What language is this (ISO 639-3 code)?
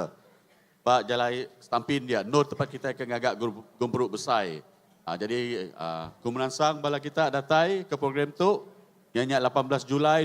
iba